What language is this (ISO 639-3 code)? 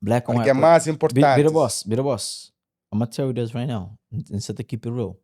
kea